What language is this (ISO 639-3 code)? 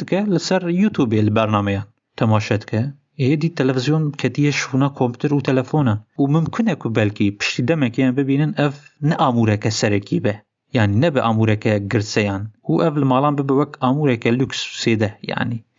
kur